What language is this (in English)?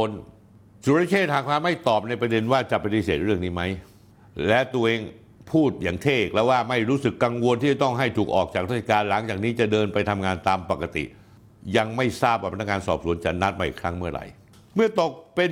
Thai